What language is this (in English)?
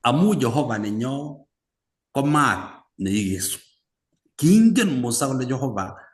Kalenjin